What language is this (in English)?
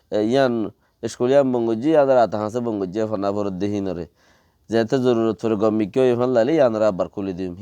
Rohingya